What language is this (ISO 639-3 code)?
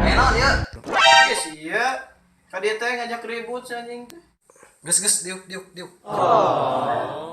sun